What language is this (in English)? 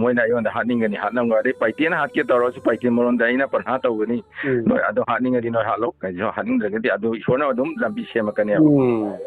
Manipuri